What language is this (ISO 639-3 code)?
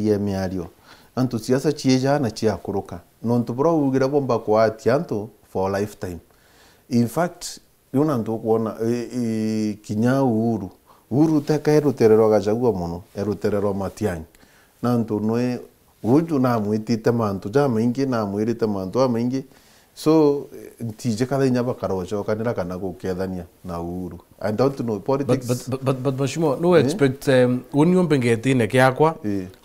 mer